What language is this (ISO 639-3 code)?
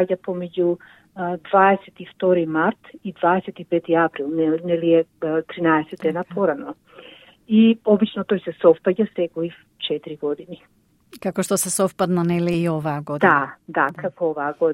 mkd